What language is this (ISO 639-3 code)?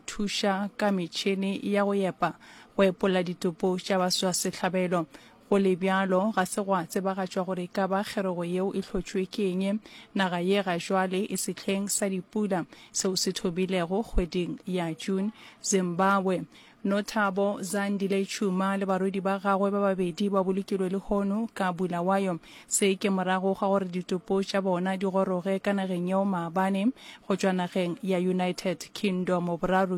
nso